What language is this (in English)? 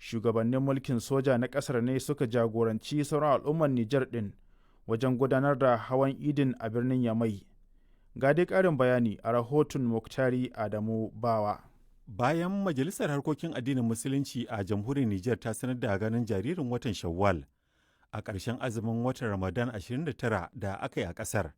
Hausa